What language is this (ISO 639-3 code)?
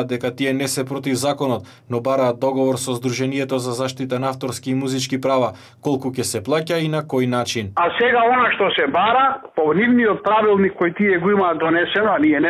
mkd